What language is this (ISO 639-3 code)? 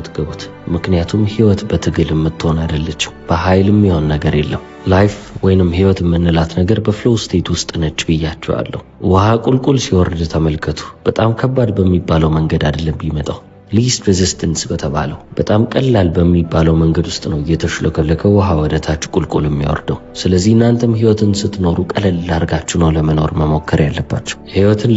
amh